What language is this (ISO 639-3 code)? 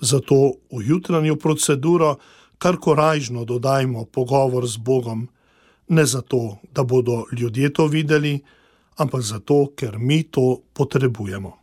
slv